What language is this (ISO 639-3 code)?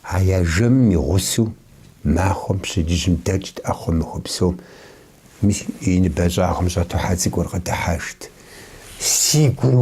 kbd